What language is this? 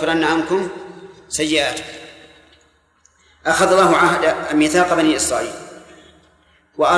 Arabic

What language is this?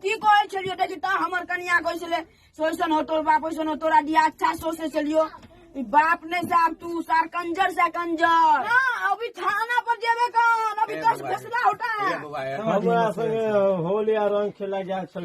Maithili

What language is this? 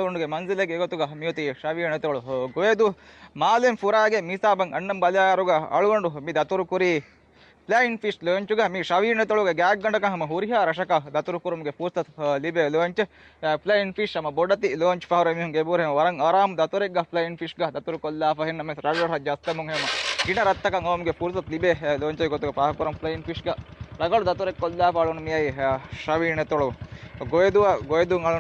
Divehi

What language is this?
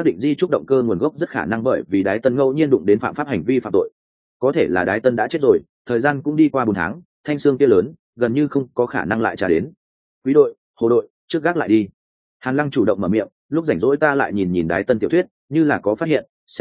Vietnamese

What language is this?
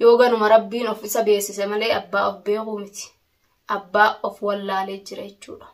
Oromo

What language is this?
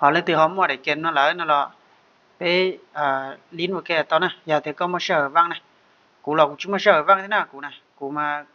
Hmong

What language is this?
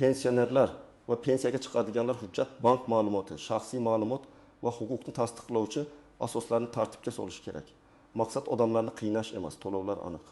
Uzbek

